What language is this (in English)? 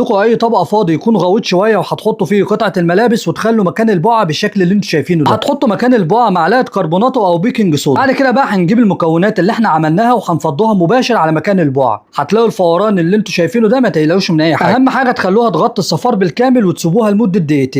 Egyptian Arabic